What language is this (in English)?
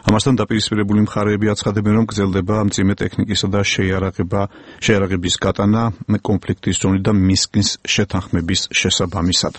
Georgian